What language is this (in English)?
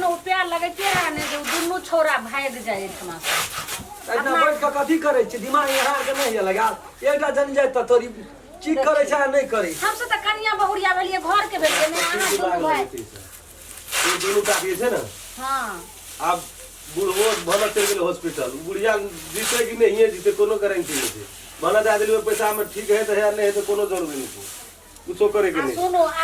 Maithili